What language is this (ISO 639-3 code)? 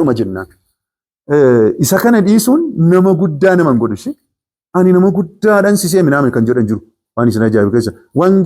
orm